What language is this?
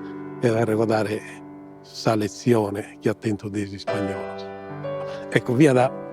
Sardinian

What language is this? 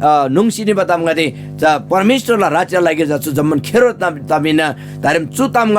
Eastern Tamang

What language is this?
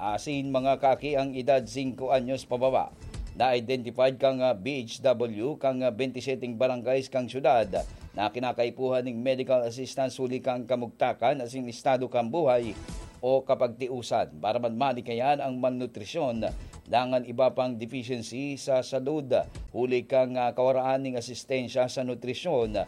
Bikol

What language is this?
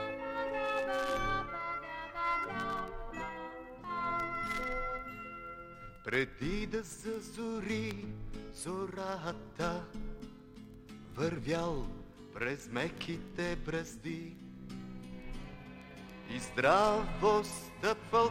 Bulgarian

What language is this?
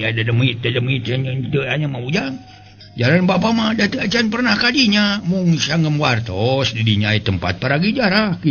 Sundanese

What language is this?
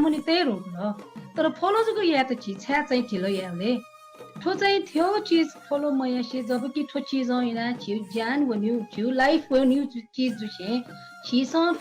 Newari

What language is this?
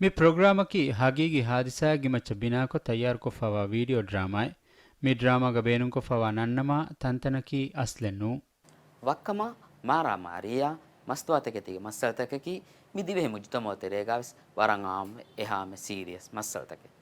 Divehi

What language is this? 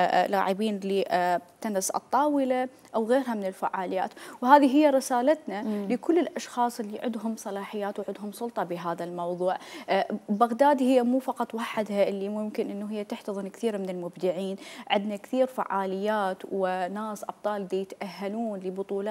Mesopotamian Arabic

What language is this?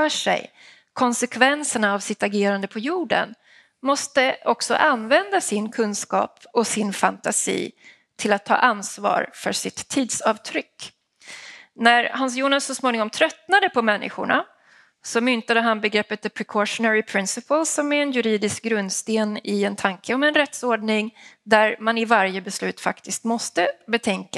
Swedish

